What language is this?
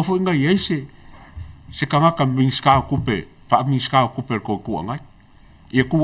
Samoan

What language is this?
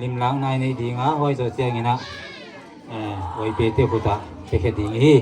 Paite Chin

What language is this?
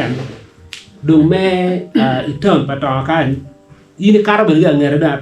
Acoli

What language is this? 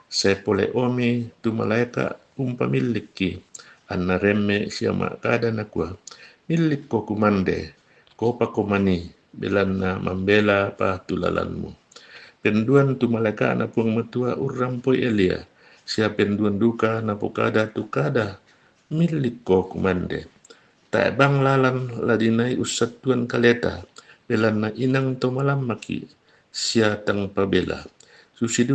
Toraja-Sa'dan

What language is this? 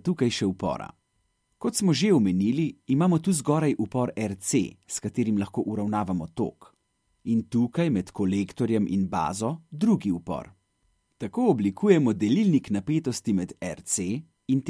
Slovenian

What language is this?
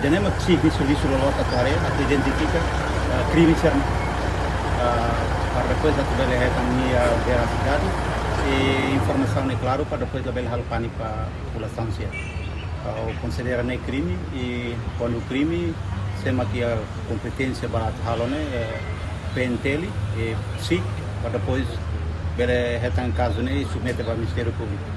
Tetum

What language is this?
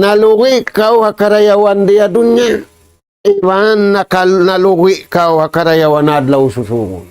Tausug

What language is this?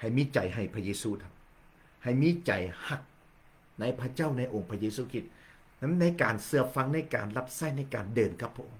Lao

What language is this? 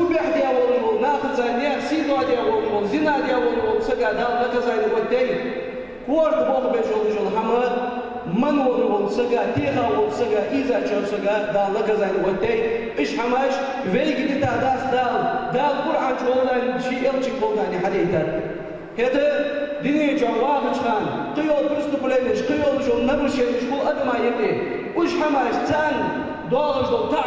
Ingush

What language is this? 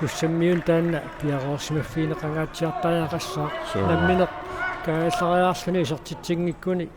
Kalaallisut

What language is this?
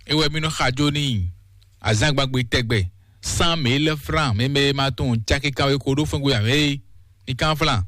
Fon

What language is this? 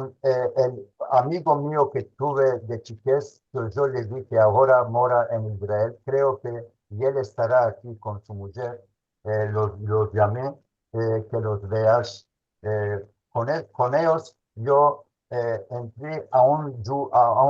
Ladino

